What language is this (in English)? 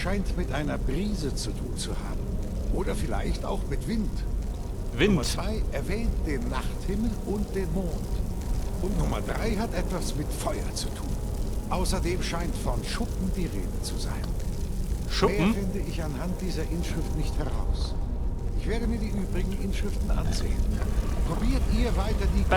Bavarian